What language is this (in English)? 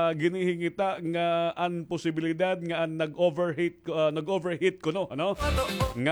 Waray